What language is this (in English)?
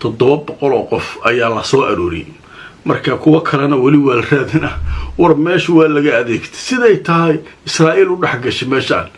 Somali